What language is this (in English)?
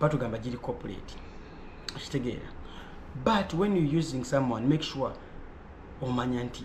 Ganda